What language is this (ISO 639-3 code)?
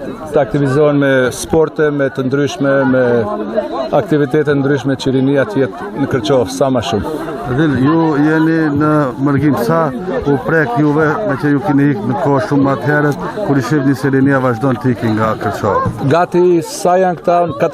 sqi